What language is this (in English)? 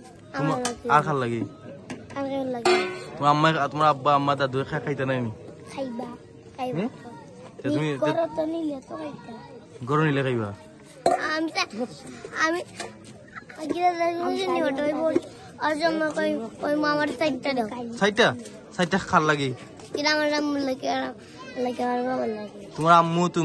Sylheti